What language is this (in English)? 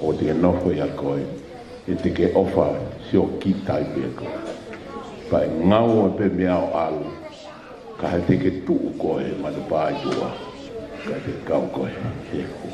Tongan